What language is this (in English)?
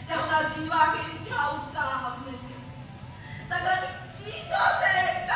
Maithili